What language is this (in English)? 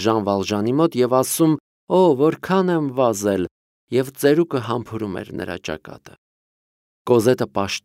Armenian